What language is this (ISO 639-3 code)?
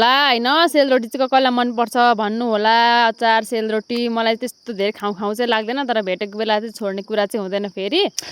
nep